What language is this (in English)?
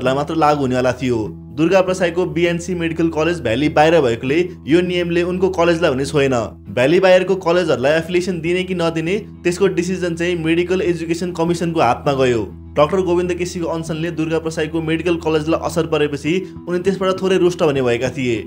Nepali